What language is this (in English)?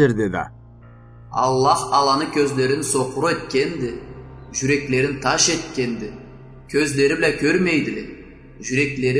Karachay-Balkar